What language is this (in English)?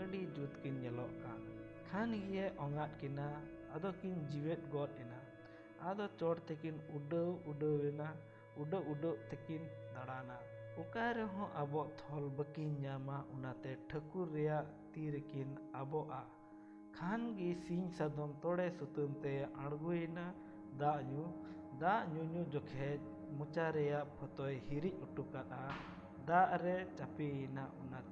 Santali